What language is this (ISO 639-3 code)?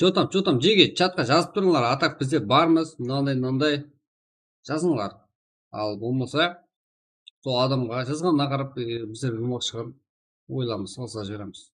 kaa